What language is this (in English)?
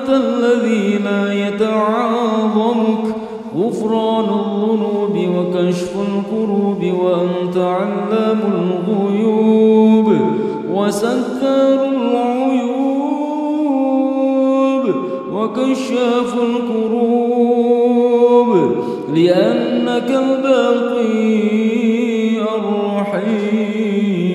Arabic